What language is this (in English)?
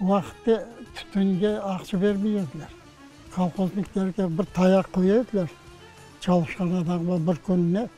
Crimean Tatar